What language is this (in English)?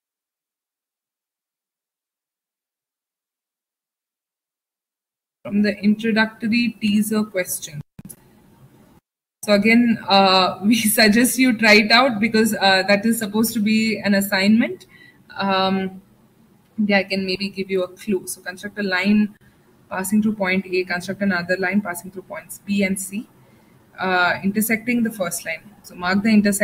English